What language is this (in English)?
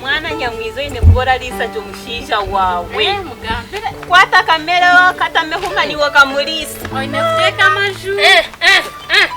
Nyankole